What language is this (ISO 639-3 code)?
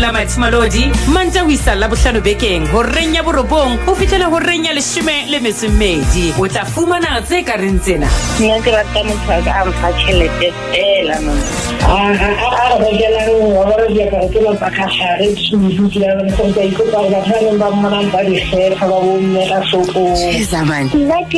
sot